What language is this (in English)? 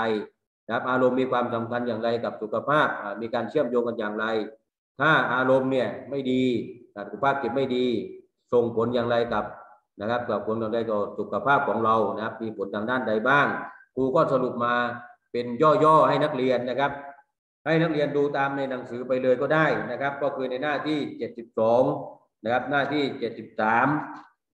Thai